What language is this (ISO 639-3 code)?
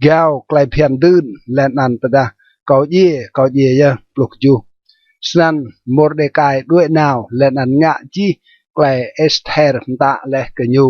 rad